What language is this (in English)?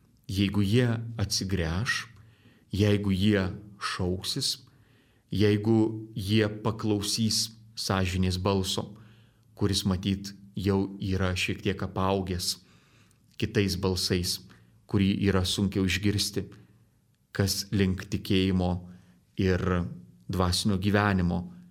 Lithuanian